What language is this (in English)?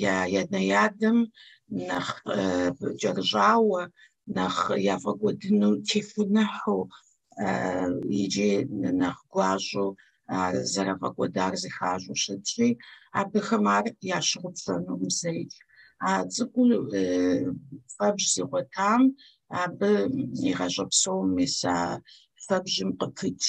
Kabardian